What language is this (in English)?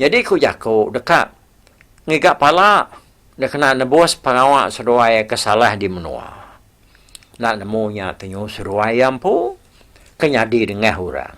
Iban